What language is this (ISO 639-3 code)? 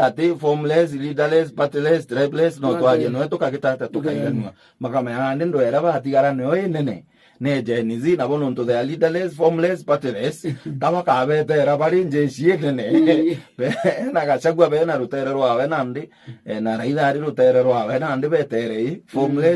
mer